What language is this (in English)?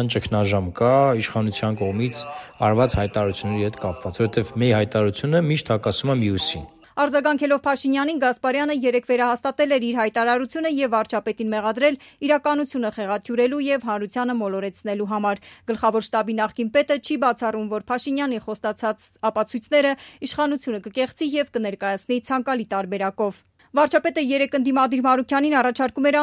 Armenian